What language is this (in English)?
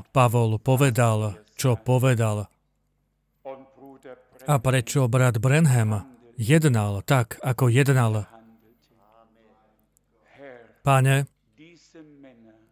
Slovak